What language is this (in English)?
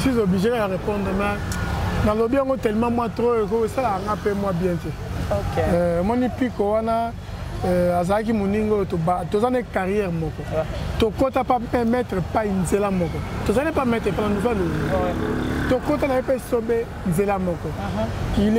Lingala